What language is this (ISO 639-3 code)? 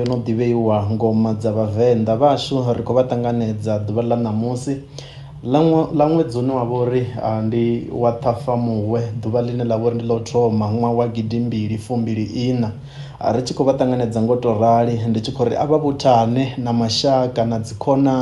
ven